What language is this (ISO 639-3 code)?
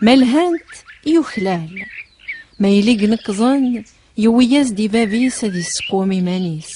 kab